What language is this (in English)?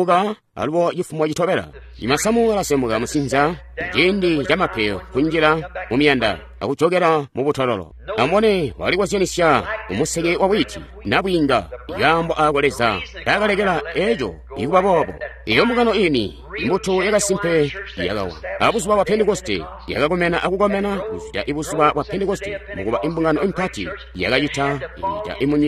Tonga (Zambia)